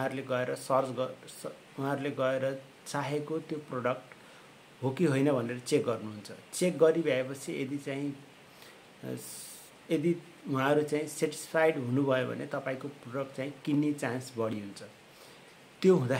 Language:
Nepali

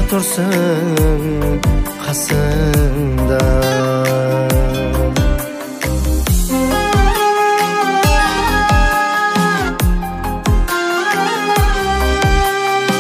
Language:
Kazakh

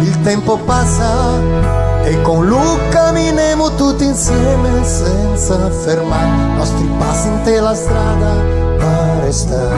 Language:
Venetian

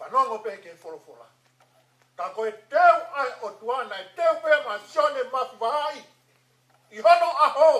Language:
Tongan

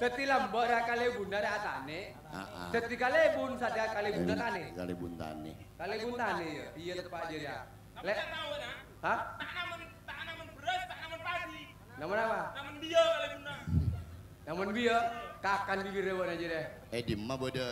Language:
Madurese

